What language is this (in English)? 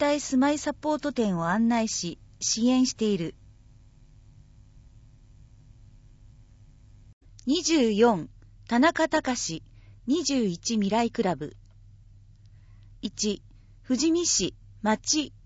Japanese